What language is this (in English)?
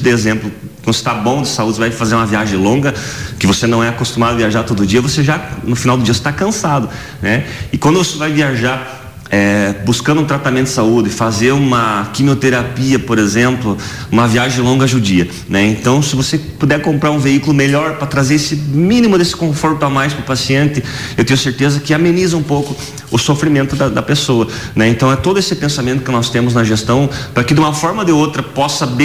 Portuguese